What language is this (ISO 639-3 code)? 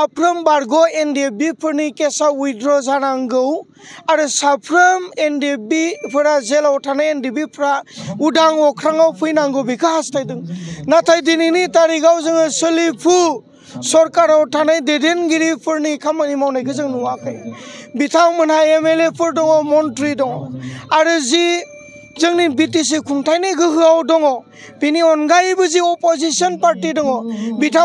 brx